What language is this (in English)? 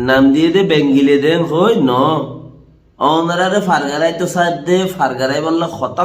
Rohingya